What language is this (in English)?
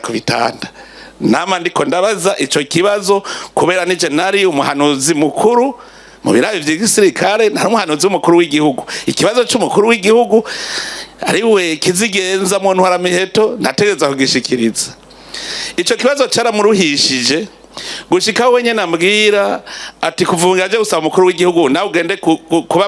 Rundi